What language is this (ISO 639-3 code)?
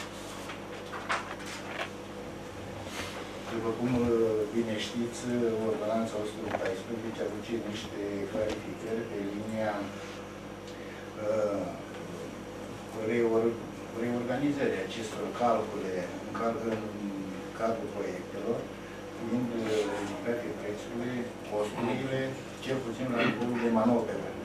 ron